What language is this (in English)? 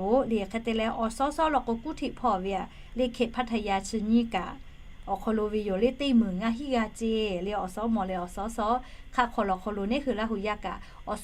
Lahu